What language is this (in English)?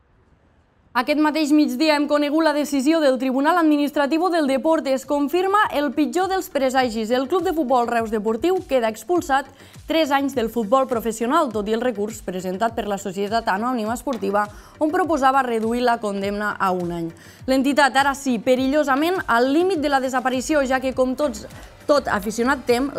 Catalan